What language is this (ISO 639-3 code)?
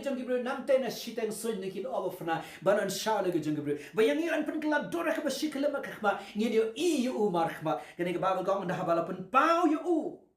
kha